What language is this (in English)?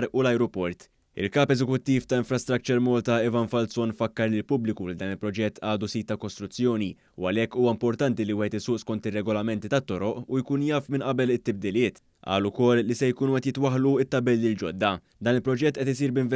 Maltese